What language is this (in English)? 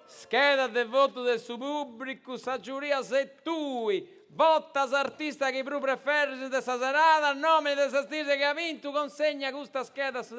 Sardinian